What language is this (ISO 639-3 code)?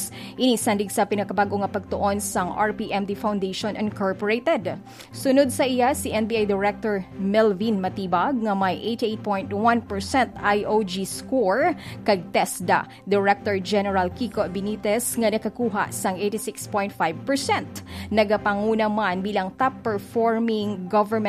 hil